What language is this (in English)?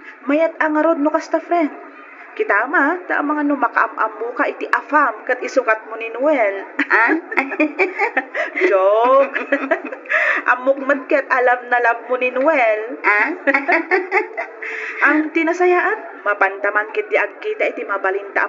Iloko